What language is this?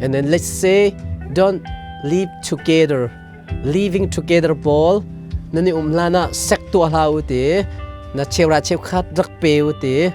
Hakha Chin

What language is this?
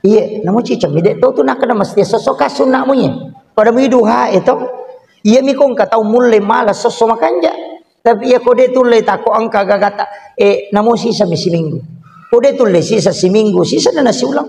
Buginese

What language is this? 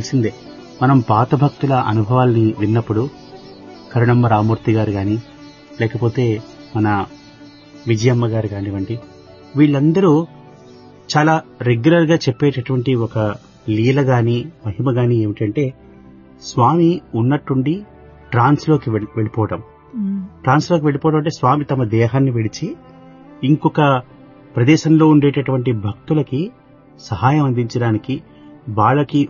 Telugu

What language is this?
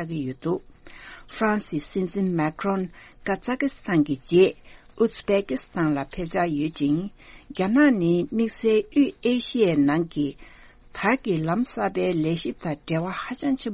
Tibetan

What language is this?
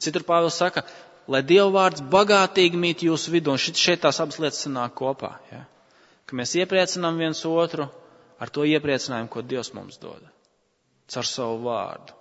Latvian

